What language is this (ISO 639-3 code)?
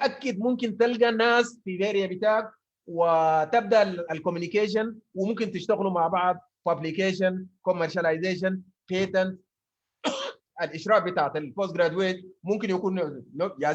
apd